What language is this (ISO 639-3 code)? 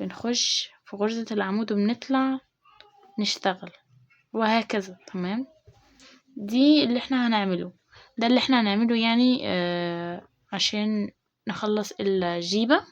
arz